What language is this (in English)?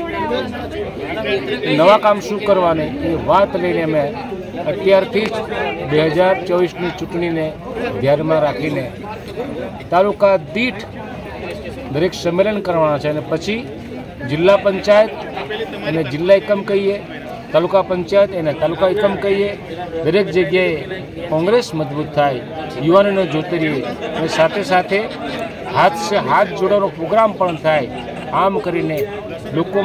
Gujarati